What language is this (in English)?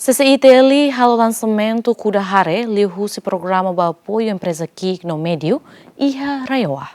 Tetum